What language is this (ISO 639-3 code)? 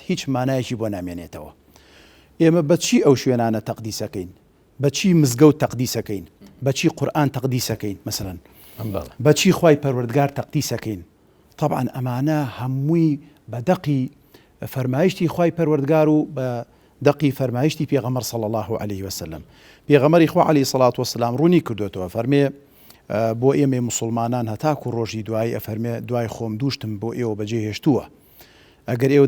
ckb